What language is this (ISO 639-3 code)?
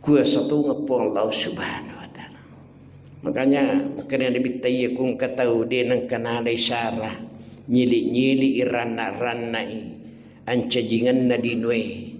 bug